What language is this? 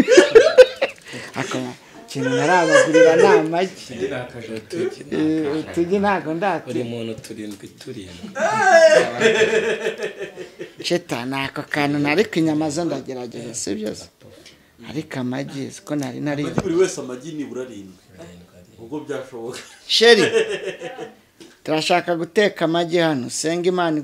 Kinyarwanda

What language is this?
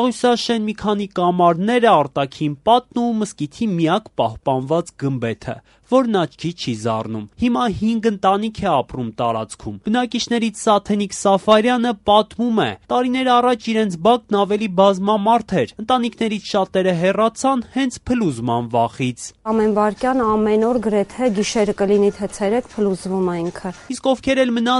Armenian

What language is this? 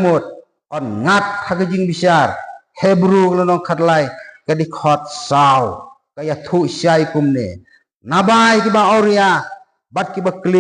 Khasi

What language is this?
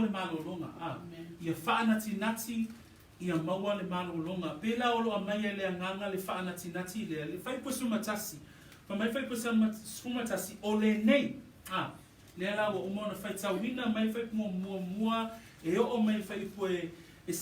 Samoan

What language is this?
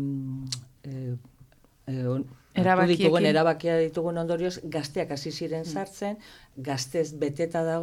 Basque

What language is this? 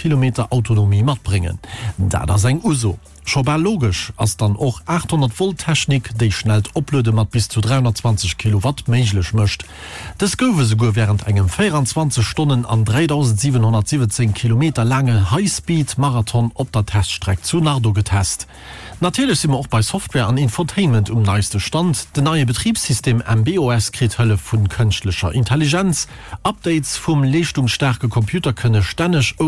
Luxembourgish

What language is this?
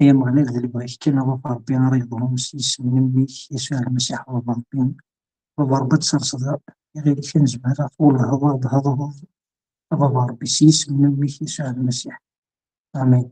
Kabyle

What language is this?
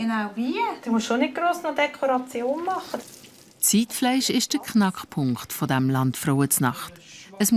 Swiss German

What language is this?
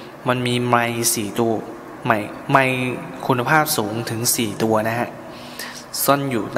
Thai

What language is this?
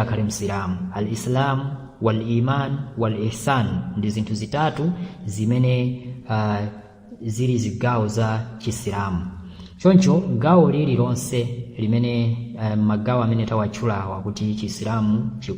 Nyanja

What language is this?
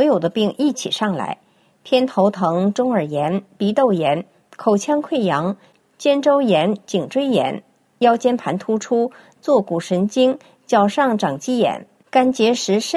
Chinese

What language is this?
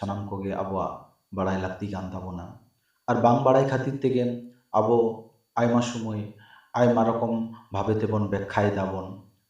Santali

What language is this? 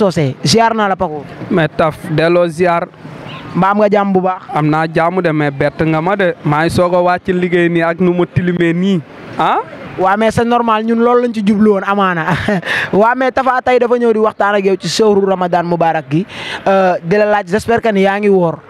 Wolof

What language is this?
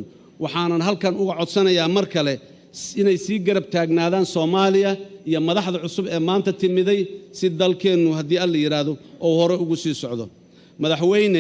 Somali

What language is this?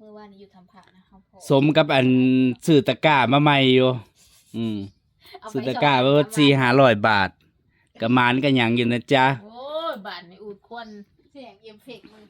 Northeastern Thai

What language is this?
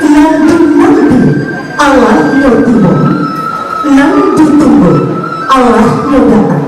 Minangkabau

